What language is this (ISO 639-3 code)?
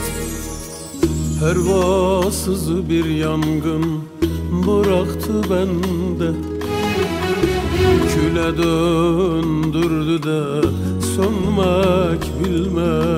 tur